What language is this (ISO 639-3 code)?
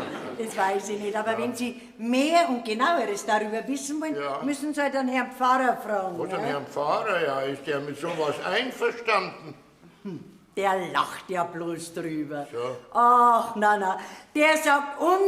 bar